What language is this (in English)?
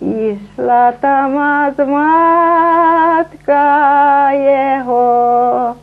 Rusyn